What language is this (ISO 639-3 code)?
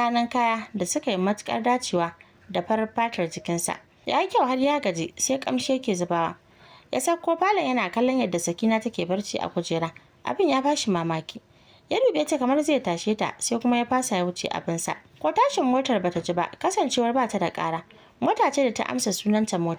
hau